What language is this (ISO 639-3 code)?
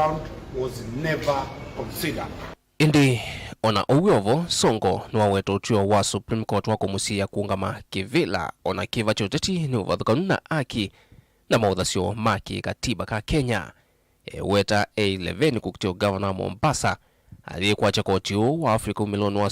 kam